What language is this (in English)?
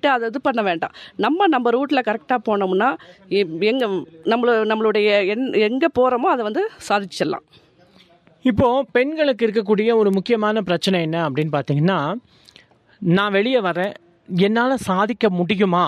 Tamil